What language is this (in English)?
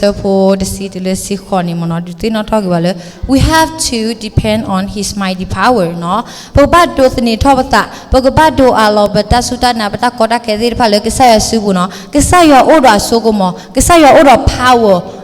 S'gaw Karen